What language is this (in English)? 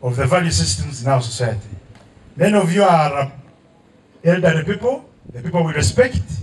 Nyankole